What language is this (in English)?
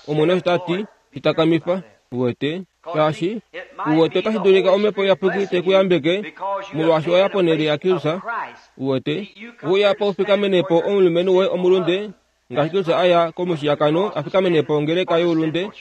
Kuanyama